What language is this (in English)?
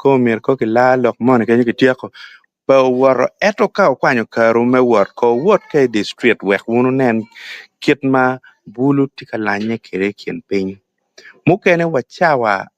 Acoli